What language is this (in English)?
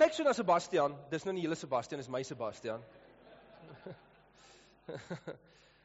Afrikaans